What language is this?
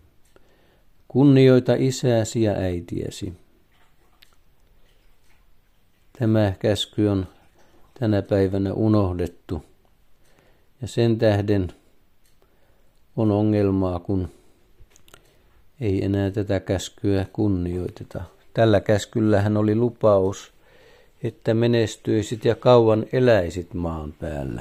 Finnish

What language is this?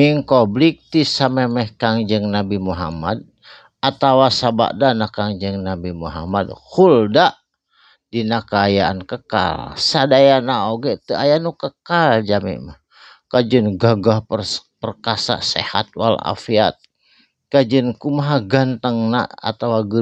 Sundanese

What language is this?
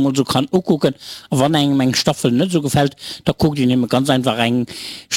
Luxembourgish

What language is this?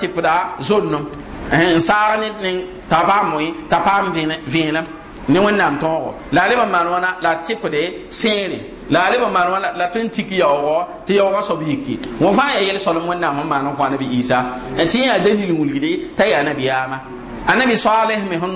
Mossi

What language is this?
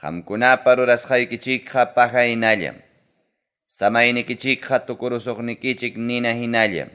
Ayacucho Quechua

